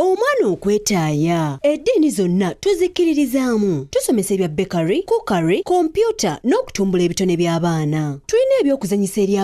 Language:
Ganda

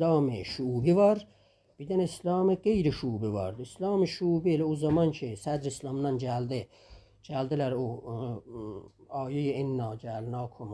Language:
South Azerbaijani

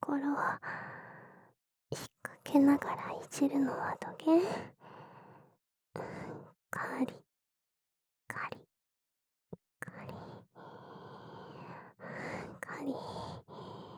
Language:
Japanese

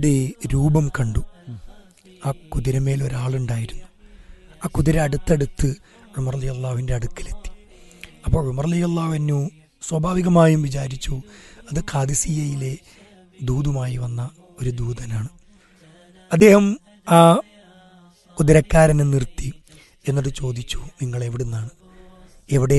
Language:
Malayalam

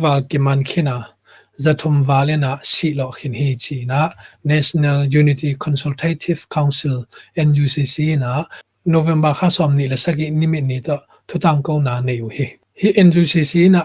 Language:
Tedim Chin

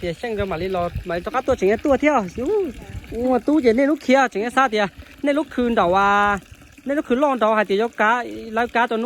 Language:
Hmong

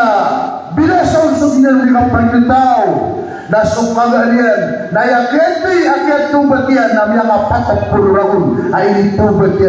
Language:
Maranao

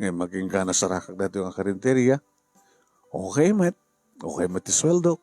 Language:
Iloko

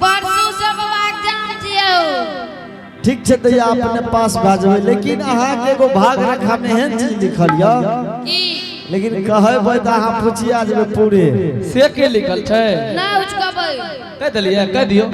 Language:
Angika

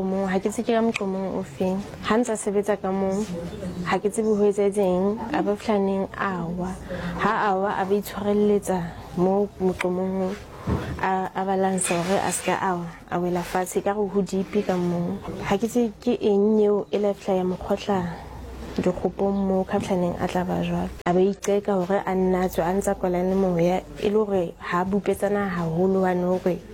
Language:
Southern Sotho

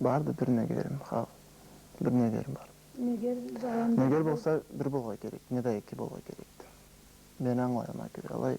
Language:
Karachay-Balkar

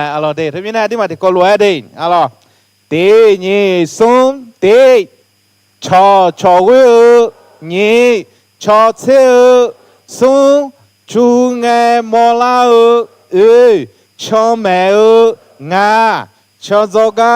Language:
Akha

